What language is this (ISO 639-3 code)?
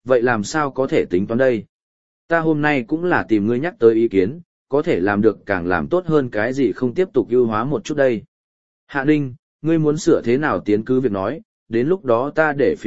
vie